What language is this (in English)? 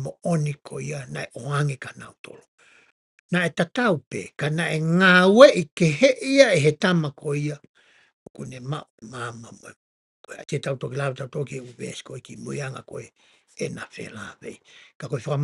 Tongan